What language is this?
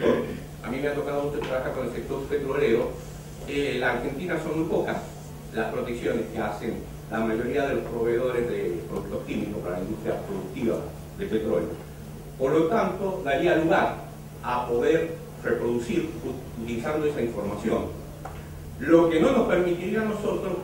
Spanish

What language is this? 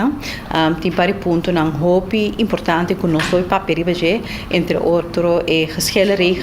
Papiamento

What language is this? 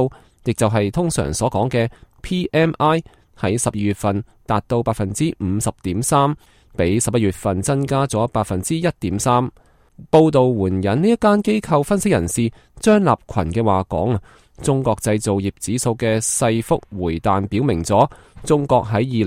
Cantonese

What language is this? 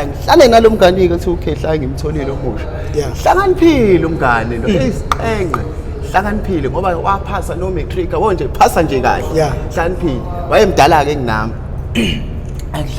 Zulu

